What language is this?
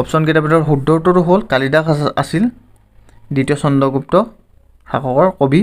Assamese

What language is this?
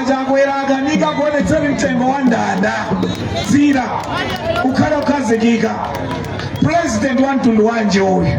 Nyanja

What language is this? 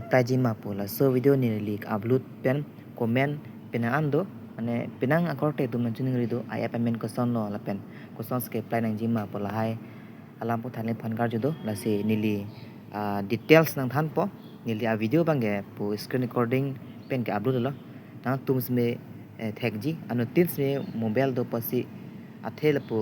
Karbi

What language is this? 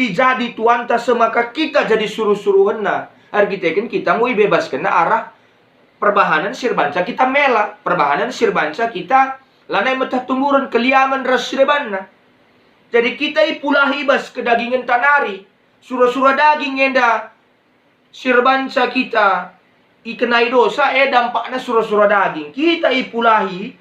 Batak Karo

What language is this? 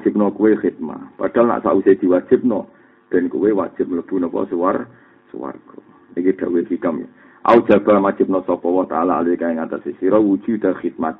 Javanese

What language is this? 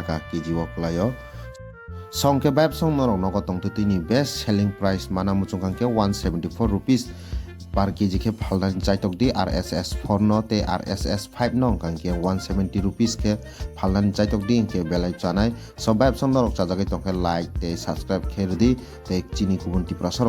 Kok Borok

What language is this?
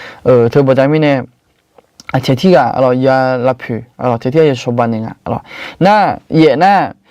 Akha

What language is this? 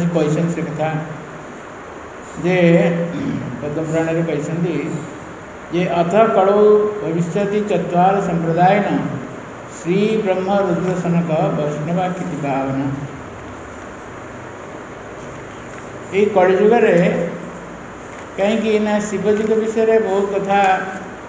Odia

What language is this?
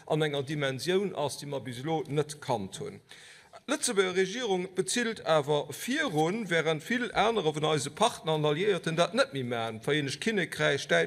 Luxembourgish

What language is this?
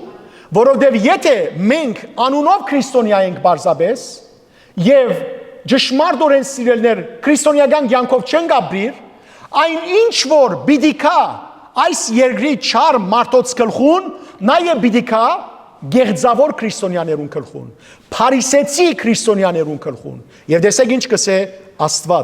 Western Armenian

